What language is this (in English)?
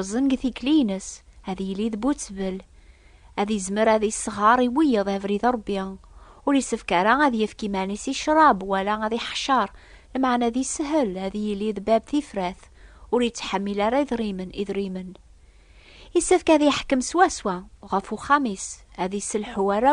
Kabyle